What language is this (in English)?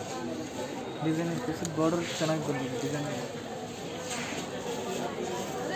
Kannada